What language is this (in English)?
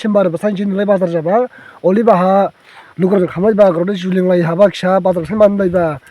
Dimasa